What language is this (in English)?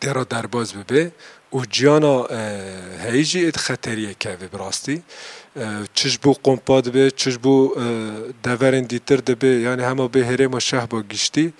Kurdish